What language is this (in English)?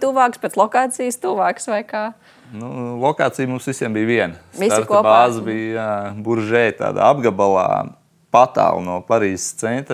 Latvian